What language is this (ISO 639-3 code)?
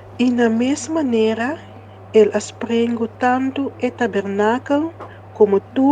pap